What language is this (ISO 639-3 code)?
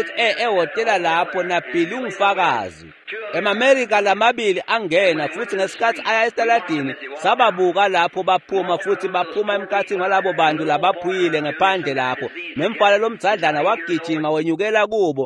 ssw